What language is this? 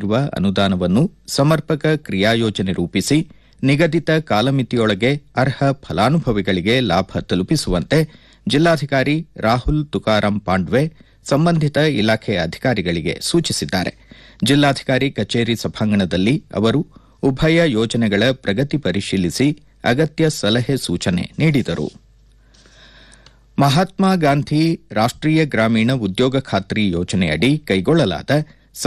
Kannada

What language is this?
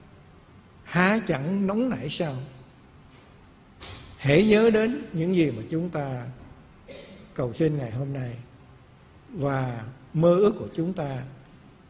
Vietnamese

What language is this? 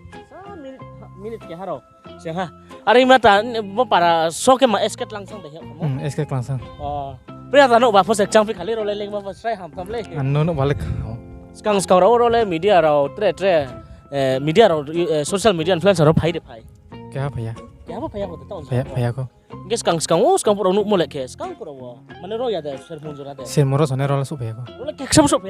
Riang (India)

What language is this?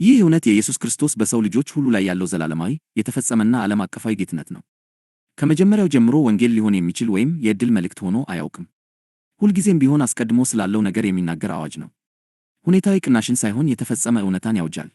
Amharic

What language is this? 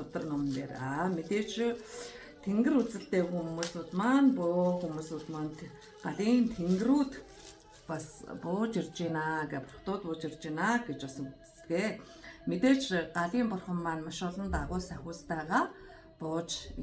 Mongolian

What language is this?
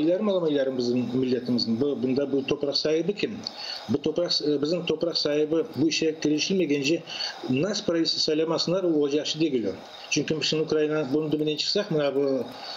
Crimean Tatar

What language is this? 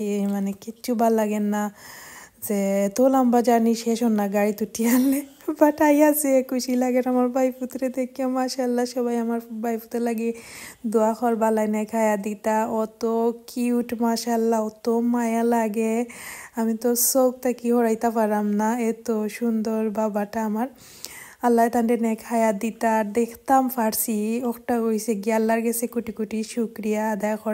Sylheti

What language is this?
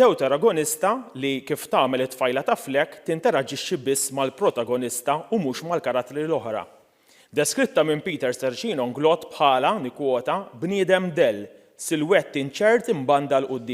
Maltese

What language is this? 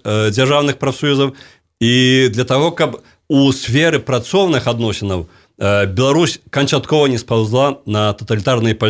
Belarusian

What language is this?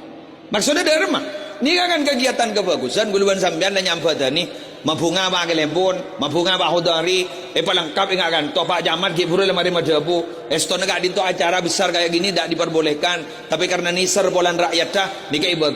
Madurese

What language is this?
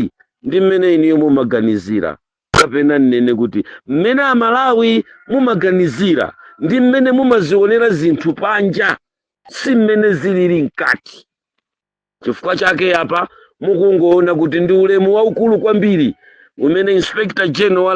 Nyanja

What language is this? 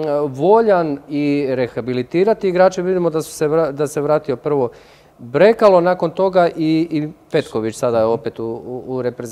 Croatian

